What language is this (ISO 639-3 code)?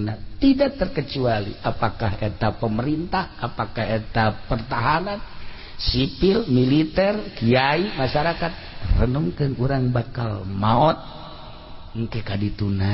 sun